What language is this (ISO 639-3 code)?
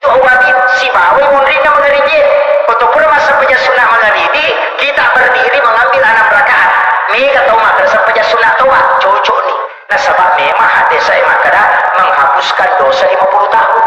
bug